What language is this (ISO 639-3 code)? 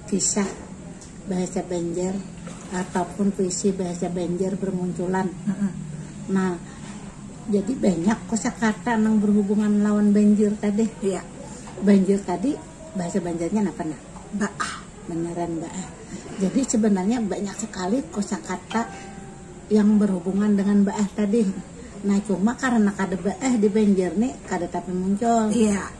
bjn